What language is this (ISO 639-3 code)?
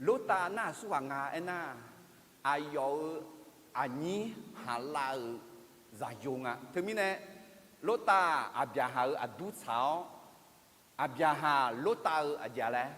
ahk